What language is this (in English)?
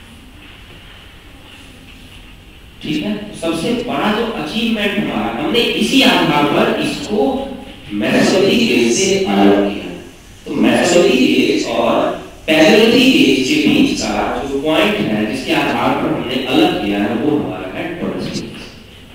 Hindi